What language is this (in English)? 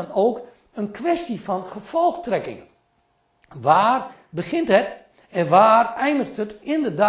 Dutch